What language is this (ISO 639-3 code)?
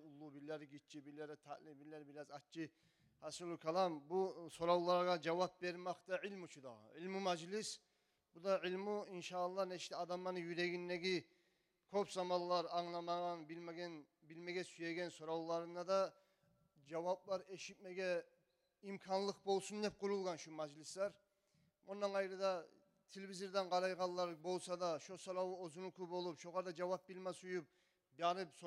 kum